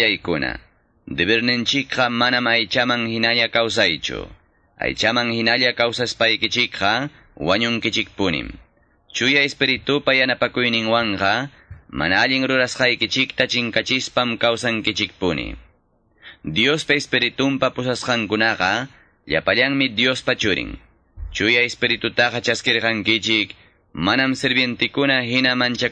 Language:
Quechua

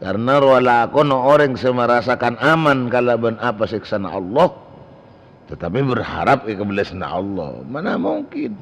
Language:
Madurese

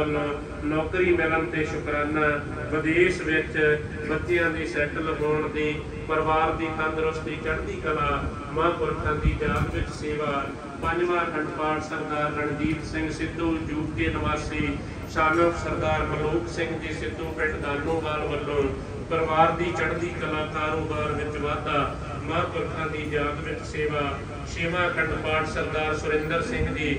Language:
Punjabi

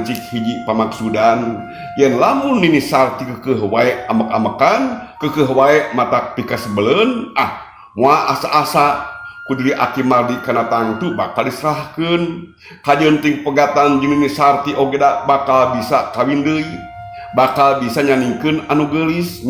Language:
Sundanese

